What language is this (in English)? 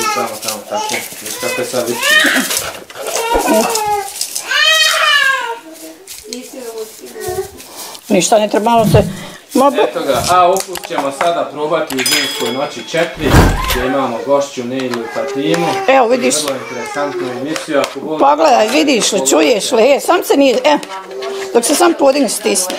Bosnian